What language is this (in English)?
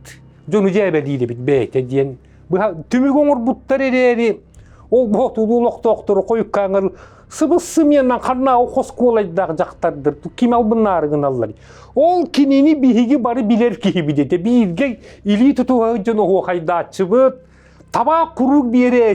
Yakut